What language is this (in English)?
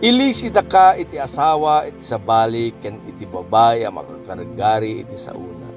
Iloko